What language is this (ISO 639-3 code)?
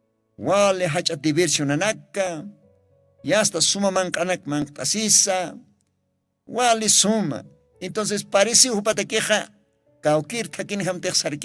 aym